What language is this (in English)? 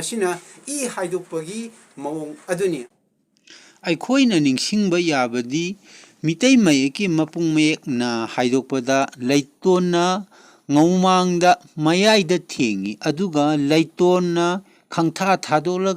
Manipuri